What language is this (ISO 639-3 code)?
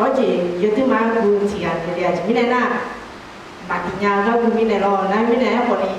ahk